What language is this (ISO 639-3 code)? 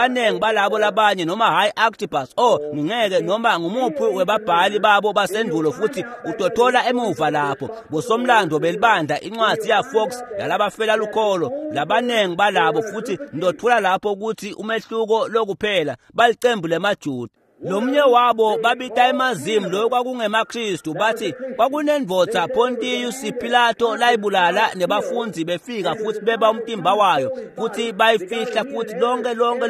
ssw